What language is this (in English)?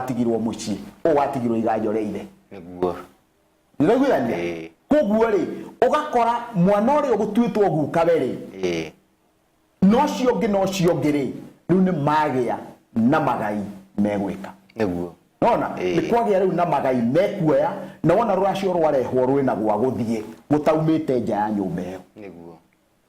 Kikuyu